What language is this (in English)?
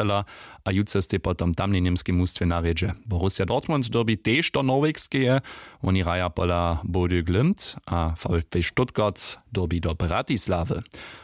Upper Sorbian